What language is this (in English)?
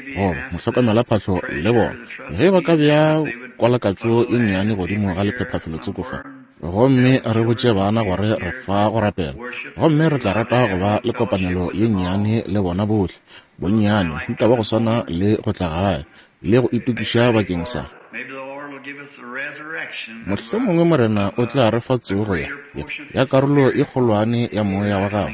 Northern Sotho